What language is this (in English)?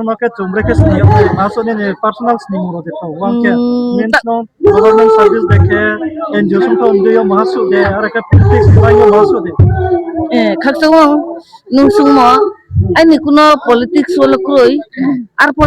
Riang (India)